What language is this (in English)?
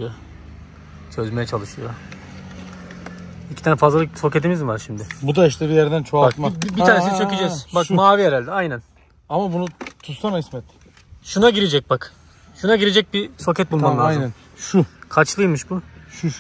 Turkish